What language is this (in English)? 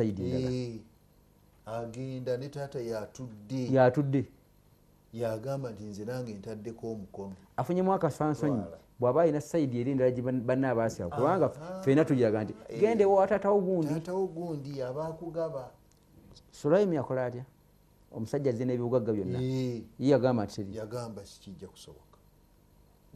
Ganda